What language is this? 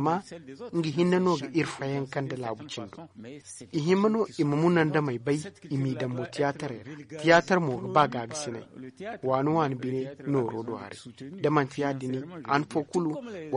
Zarma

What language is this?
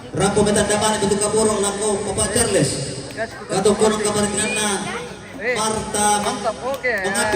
Toraja-Sa'dan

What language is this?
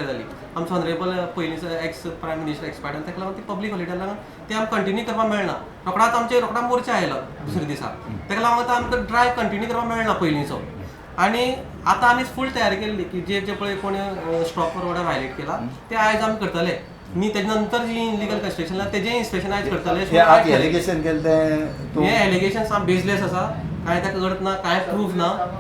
Konkani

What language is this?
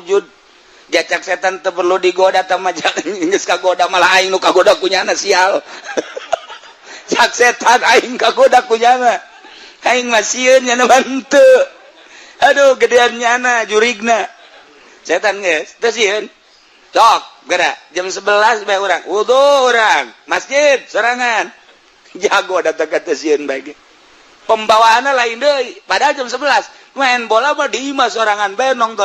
Sundanese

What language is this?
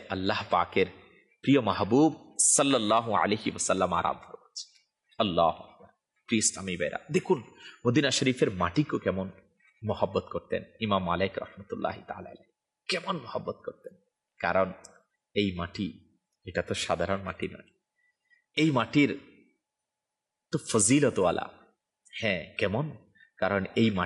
Bangla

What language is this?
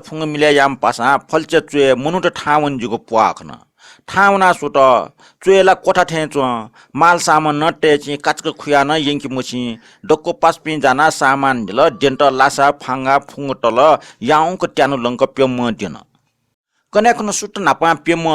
Newari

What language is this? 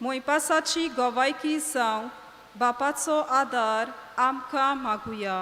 Konkani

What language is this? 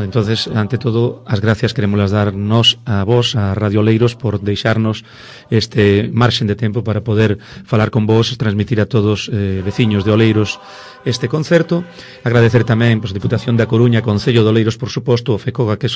Galician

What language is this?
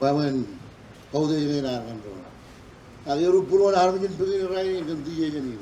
Marshallese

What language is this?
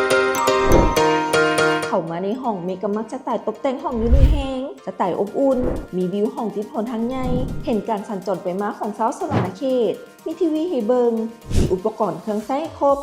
Lao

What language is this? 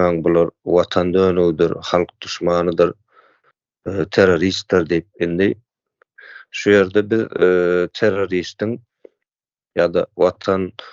Turkmen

